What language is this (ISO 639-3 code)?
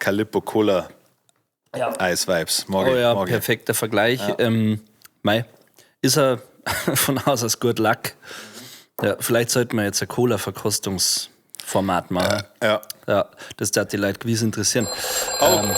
bar